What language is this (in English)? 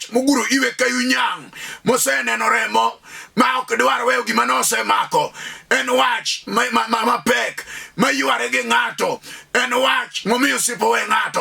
Luo (Kenya and Tanzania)